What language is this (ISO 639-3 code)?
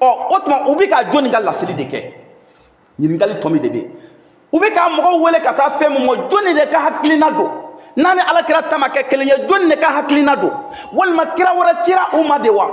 bam